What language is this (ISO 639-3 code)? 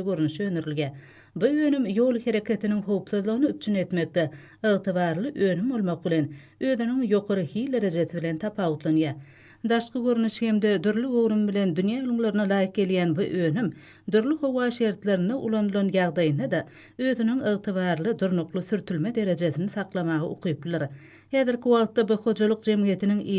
tuk